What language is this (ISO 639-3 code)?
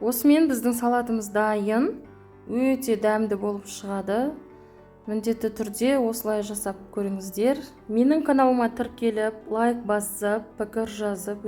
kaz